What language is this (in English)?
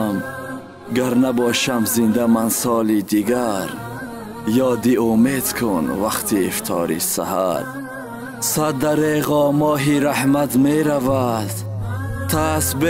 Tajik